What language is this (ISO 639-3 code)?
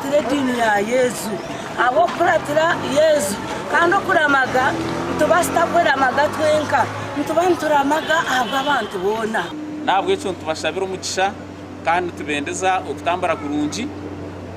nyn